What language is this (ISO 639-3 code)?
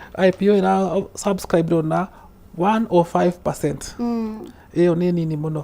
kik